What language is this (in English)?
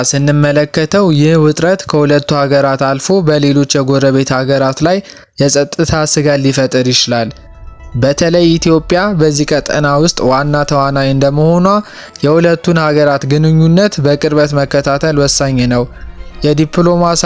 Amharic